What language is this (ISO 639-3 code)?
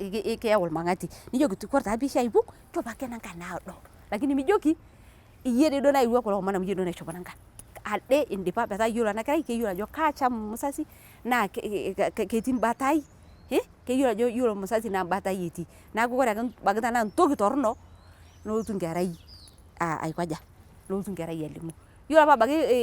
mas